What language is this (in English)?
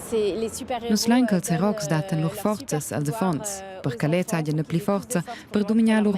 Romansh